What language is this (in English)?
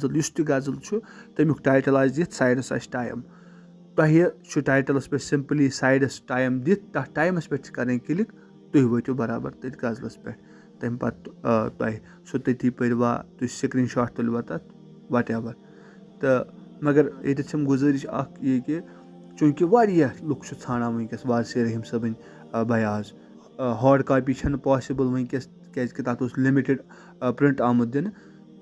Kashmiri